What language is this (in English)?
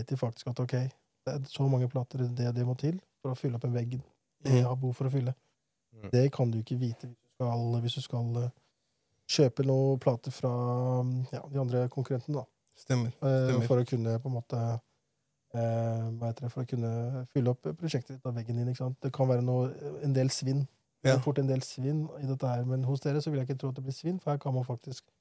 Norwegian